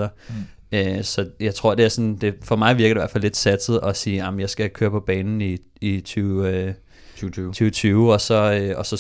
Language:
Danish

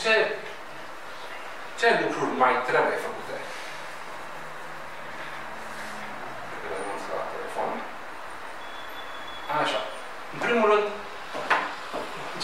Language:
Romanian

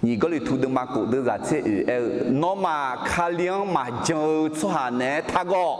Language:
Akha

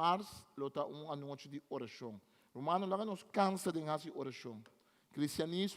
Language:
Papiamento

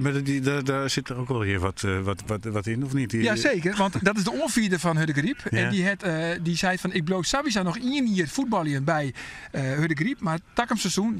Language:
Western Frisian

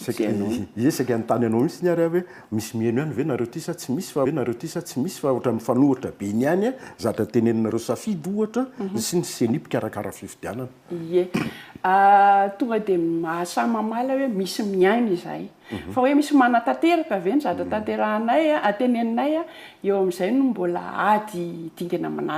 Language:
Malagasy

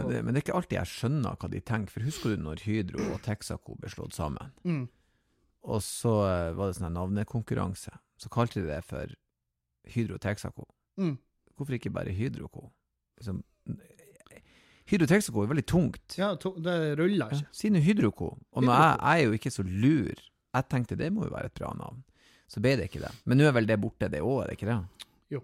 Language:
Norwegian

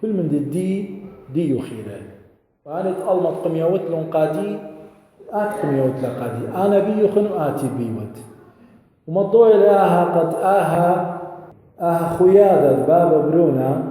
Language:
Assyrian Neo-Aramaic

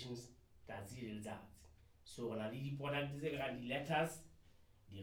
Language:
Southern Sotho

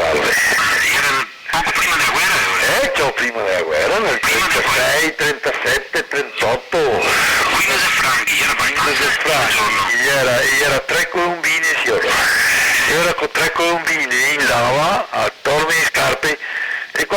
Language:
Venetian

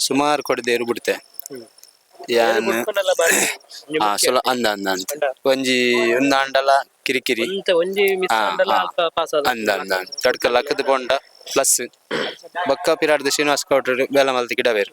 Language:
Tulu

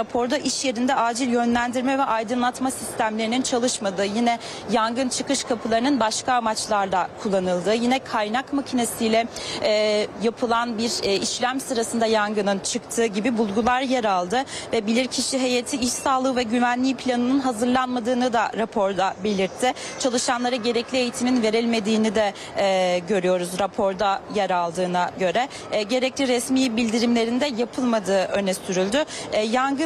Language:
Turkish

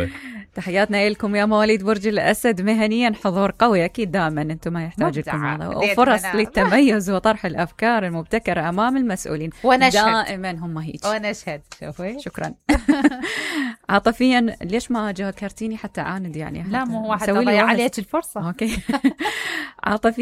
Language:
Mesopotamian Arabic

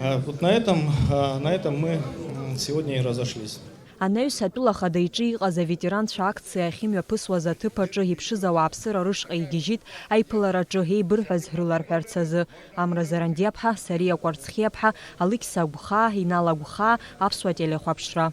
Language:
Abkhazian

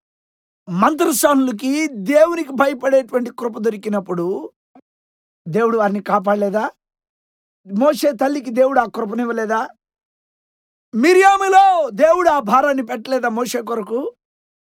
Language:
Telugu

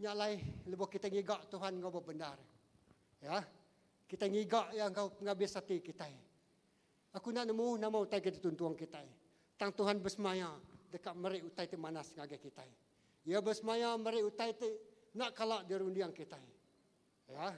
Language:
Iban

